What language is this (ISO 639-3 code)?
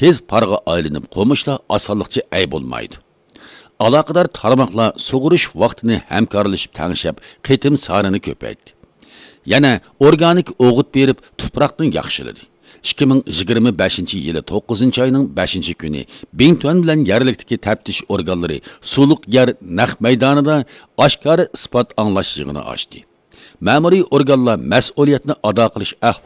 uig